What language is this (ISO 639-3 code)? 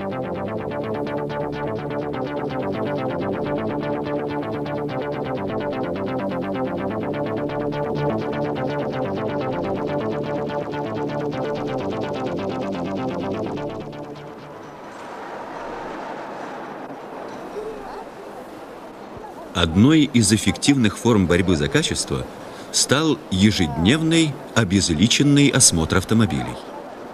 rus